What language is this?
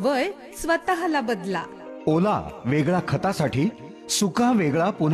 Marathi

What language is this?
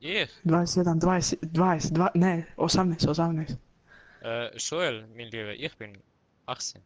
Swiss German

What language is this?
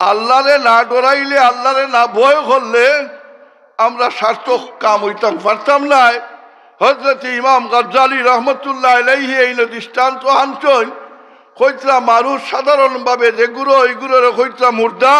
Sylheti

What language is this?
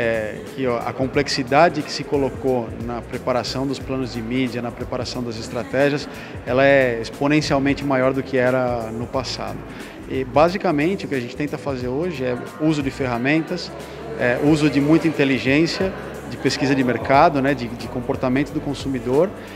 Portuguese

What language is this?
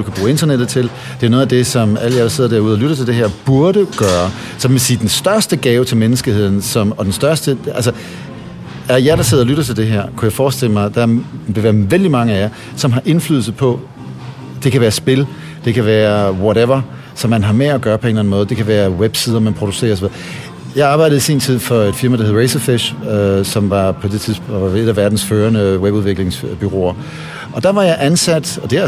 Danish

